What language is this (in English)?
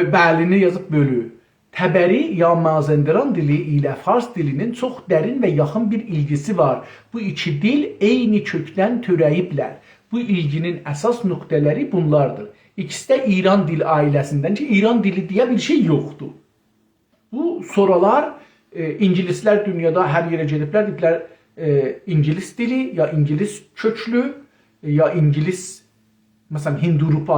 South Azerbaijani